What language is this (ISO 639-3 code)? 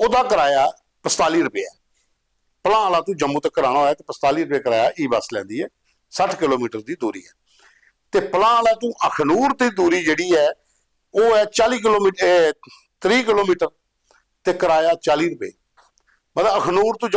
doi